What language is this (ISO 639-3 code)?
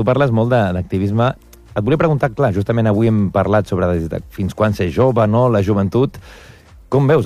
cat